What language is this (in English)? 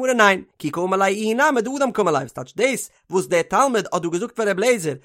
Yiddish